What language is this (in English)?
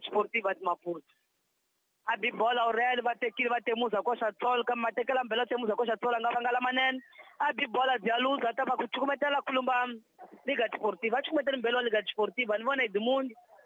Tsonga